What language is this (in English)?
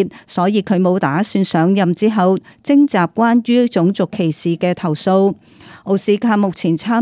Cantonese